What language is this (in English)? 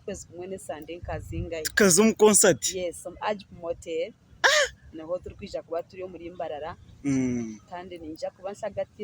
Nyankole